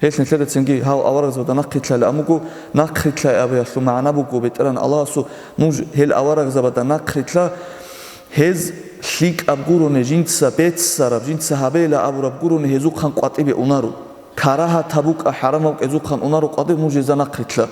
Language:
Avaric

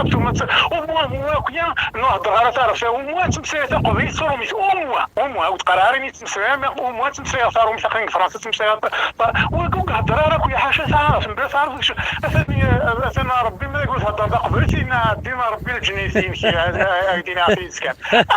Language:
Kabyle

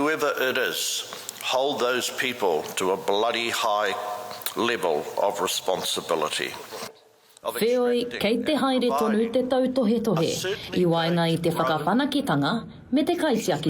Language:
Māori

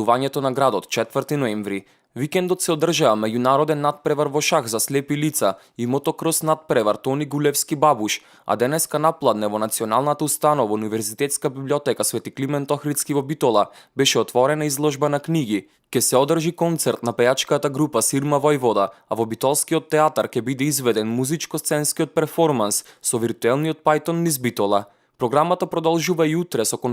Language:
Macedonian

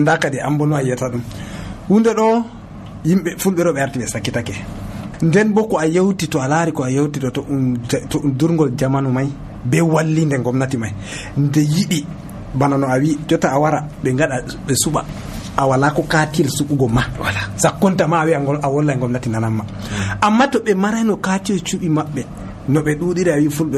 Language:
Nigerian Fulfulde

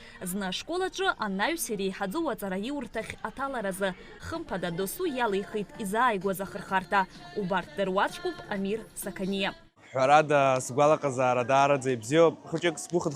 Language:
Abkhazian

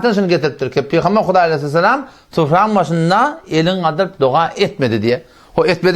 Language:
Turkmen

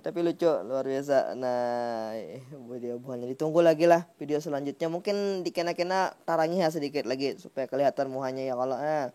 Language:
Banjar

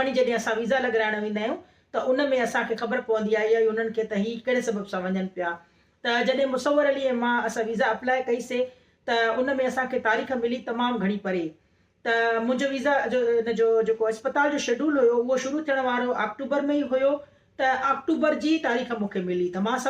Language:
Sindhi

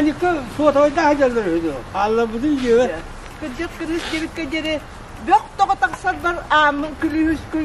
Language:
Yakut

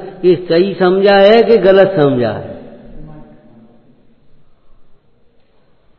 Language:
Hindi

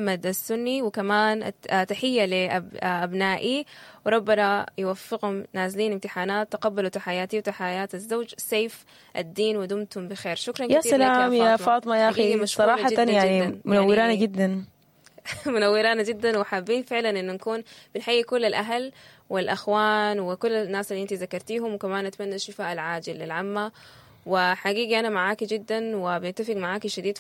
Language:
Sudanese Arabic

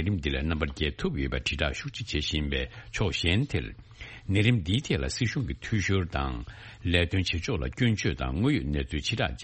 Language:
Tibetan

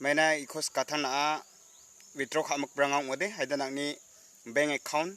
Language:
Garo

